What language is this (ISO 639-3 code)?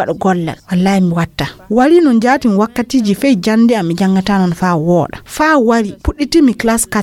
fuv